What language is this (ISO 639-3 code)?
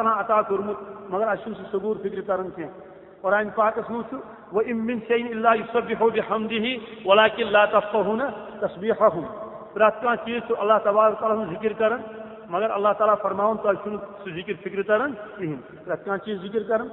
kas